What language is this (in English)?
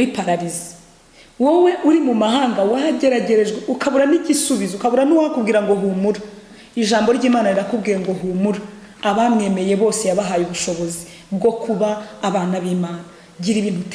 Kinyarwanda